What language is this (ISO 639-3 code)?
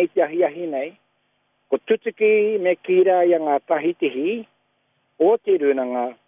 mri